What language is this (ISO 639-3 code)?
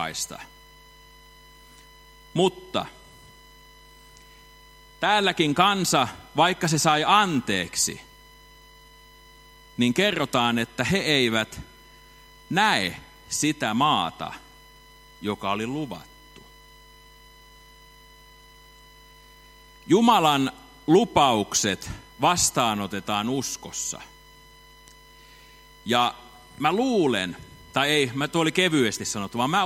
fin